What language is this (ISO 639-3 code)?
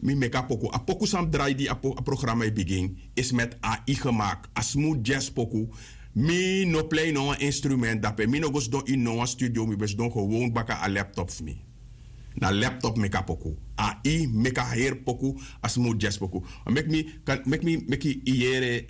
srn